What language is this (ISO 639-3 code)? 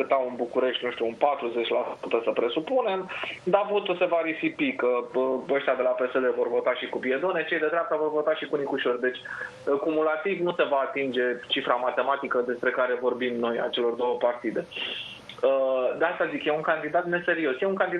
ron